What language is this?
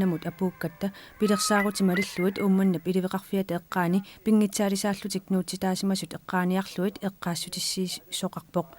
Kalaallisut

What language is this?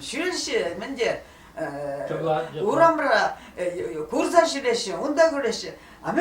Chuvash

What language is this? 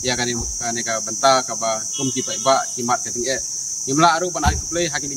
Khasi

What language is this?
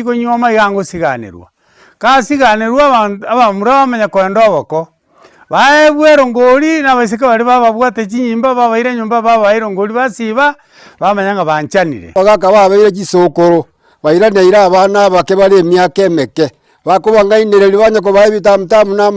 Gusii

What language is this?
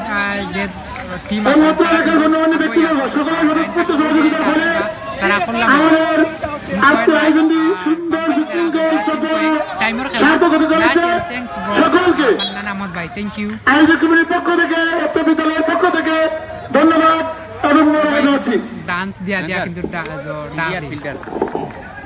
Sylheti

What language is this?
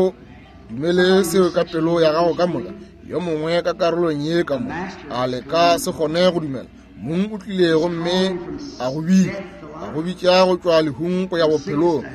Northern Sotho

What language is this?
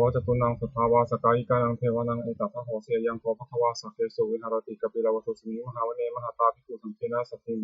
Pali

